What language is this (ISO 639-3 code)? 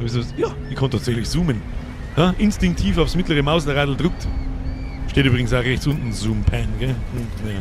bar